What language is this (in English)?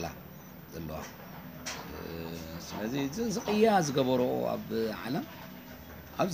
Tigrinya